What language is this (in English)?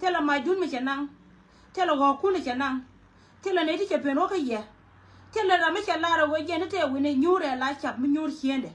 Nuer